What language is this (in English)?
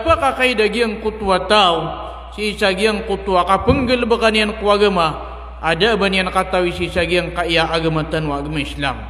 Maranao